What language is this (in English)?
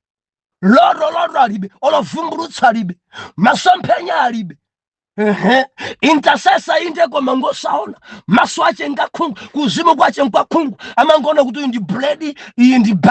Nyanja